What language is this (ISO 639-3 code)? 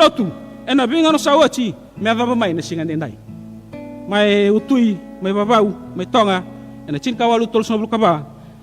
fij